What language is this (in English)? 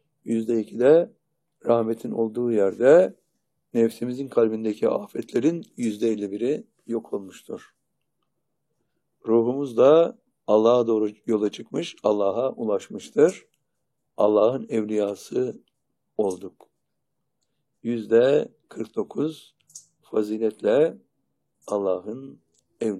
Turkish